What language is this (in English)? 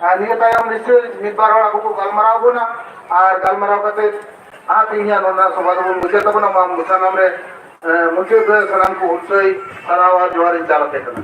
Santali